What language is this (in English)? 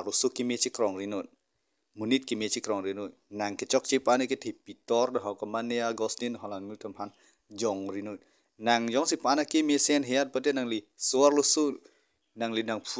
Karbi